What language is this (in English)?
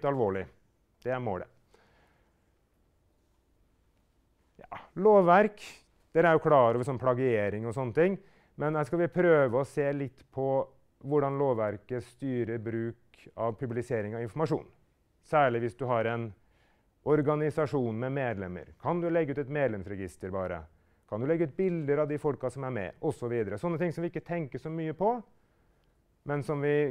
Norwegian